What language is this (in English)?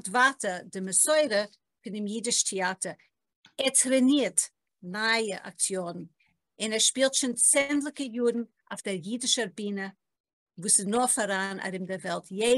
Yiddish